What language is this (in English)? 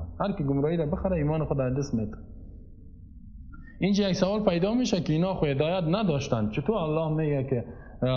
Persian